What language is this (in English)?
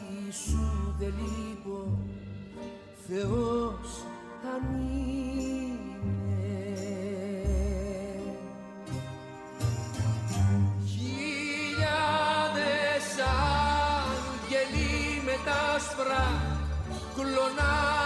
Greek